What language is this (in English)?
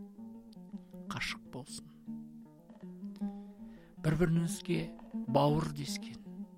Kazakh